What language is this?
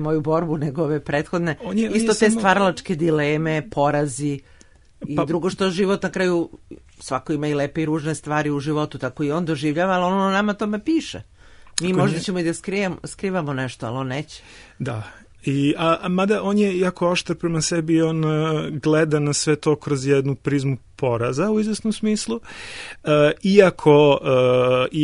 Serbian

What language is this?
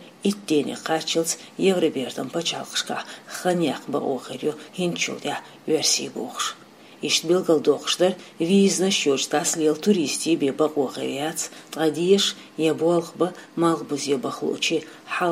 Chechen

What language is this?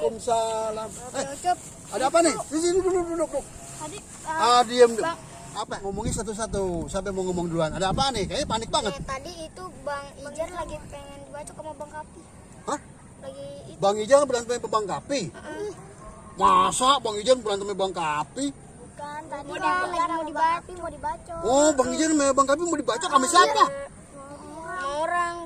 Betawi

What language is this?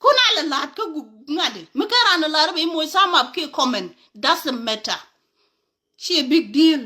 Nuer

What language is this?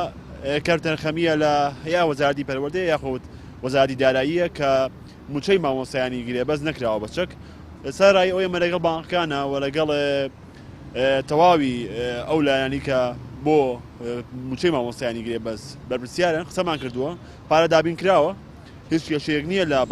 Central Kurdish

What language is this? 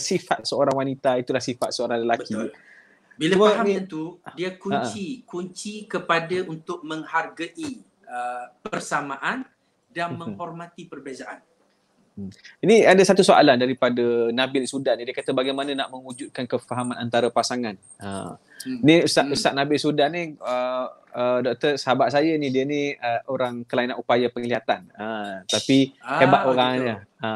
Malay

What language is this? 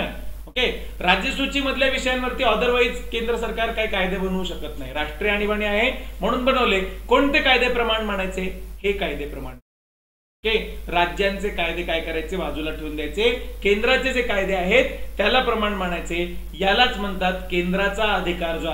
Marathi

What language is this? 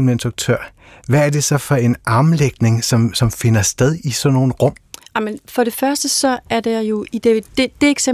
Danish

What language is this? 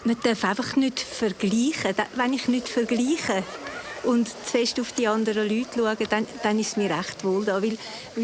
Romansh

